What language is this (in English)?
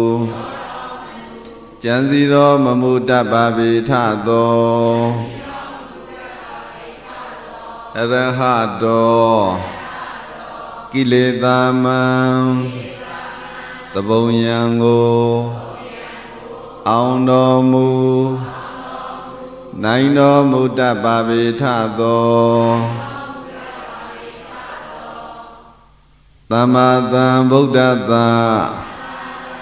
Burmese